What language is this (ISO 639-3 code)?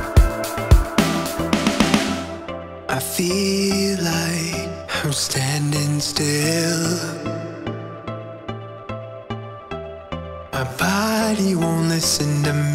eng